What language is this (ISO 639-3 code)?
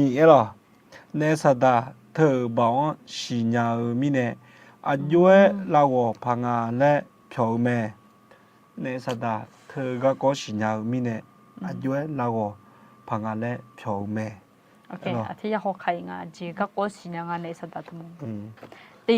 ahk